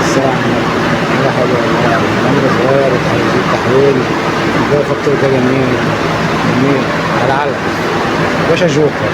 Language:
Egyptian Arabic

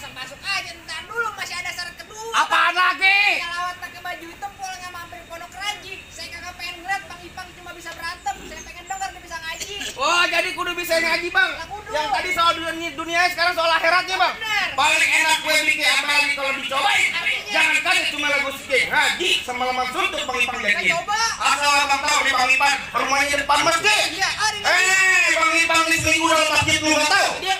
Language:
Betawi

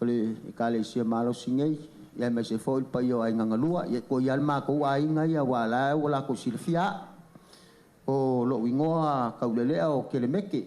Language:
Samoan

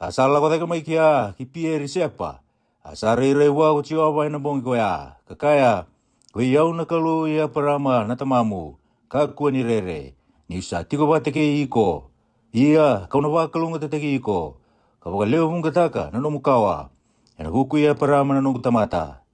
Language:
Fijian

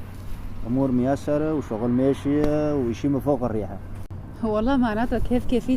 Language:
Kurdish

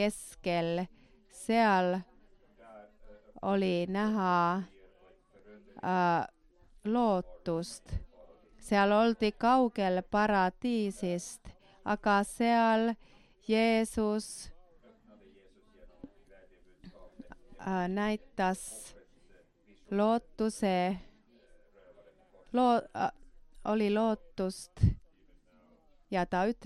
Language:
Estonian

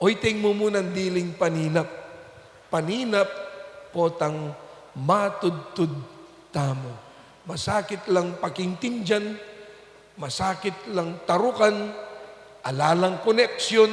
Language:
Pampanga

